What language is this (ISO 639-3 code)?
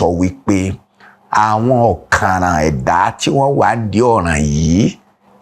yor